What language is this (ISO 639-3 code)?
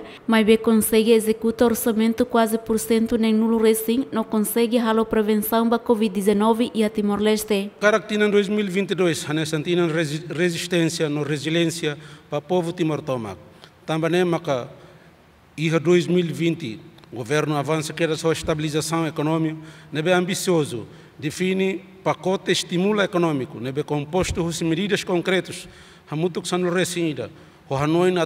tet